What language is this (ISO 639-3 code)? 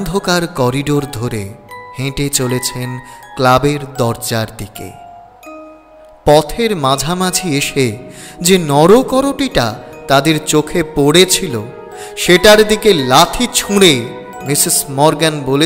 ben